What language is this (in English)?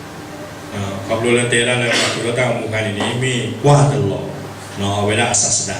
S'gaw Karen